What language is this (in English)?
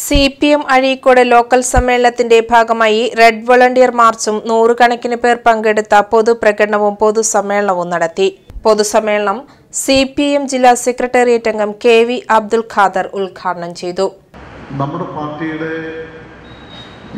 Malayalam